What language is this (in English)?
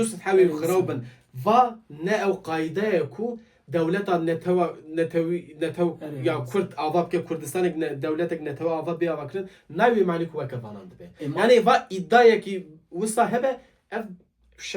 Kurdish